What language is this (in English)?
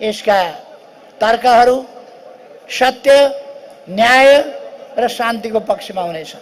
Nepali